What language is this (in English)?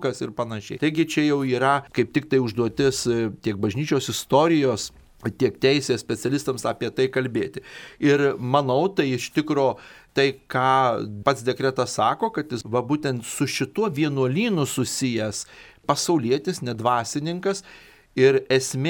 Lithuanian